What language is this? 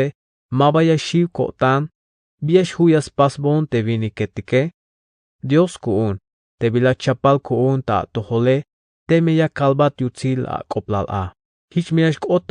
Tzeltal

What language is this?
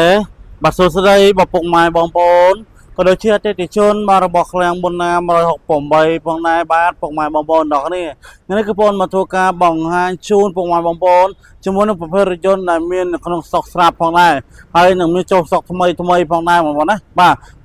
Khmer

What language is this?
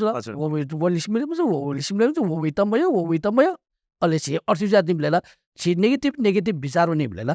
Newari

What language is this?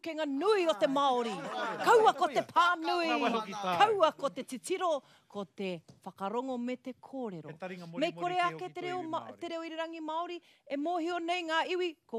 Māori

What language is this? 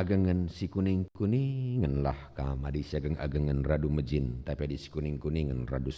Batak Karo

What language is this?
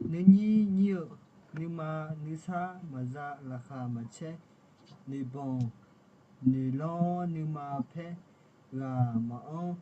Akha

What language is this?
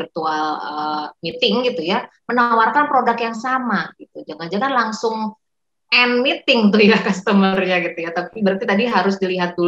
Indonesian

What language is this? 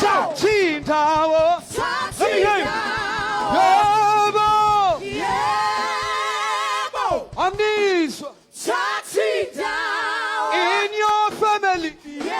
Venda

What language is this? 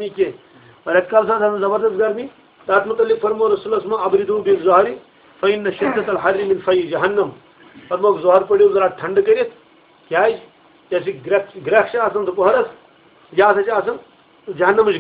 Kashmiri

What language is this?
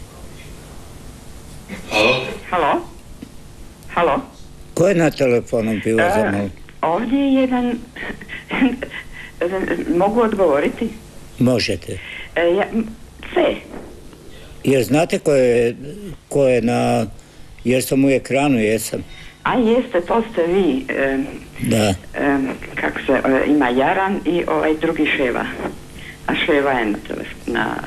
Croatian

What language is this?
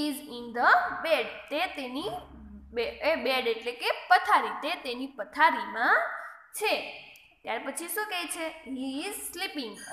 Gujarati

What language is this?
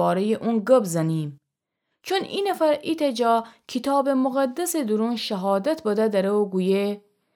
Gilaki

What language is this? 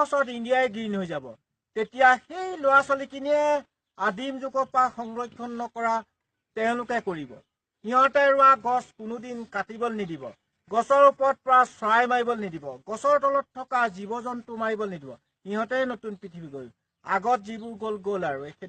Assamese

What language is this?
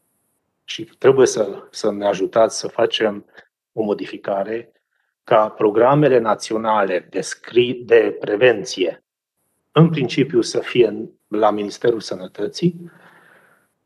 Romanian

